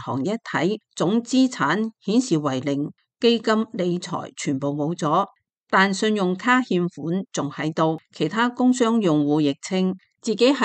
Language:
Cantonese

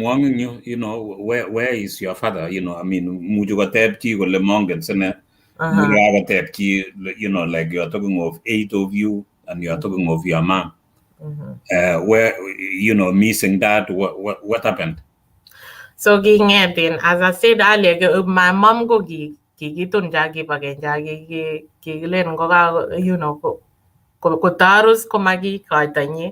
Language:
Kalenjin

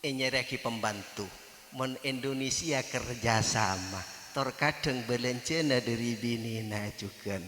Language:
Madurese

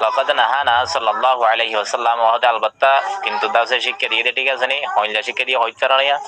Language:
Rohingya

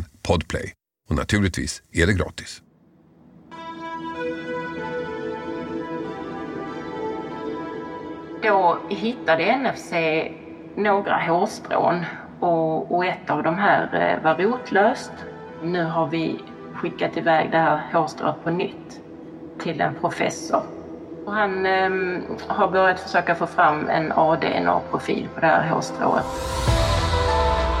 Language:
Swedish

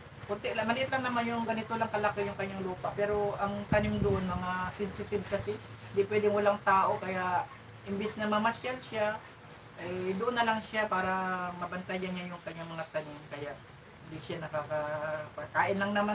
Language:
Filipino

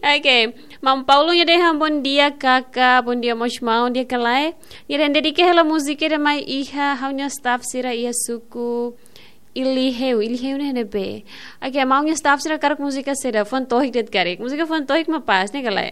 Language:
Tetum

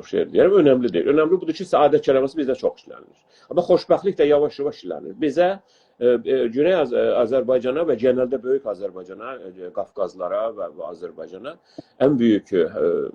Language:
South Azerbaijani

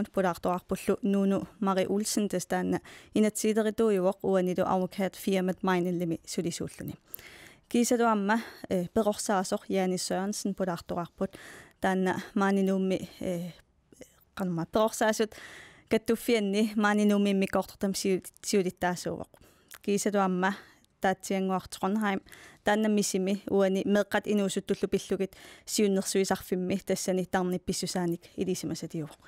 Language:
Kalaallisut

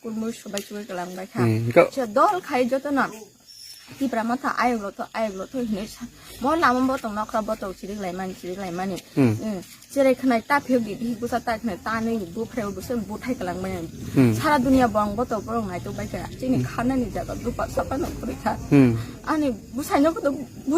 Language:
Kok Borok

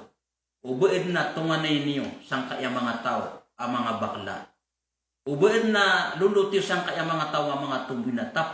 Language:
Maranao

